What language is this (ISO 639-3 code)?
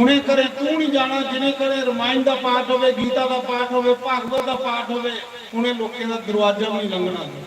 doi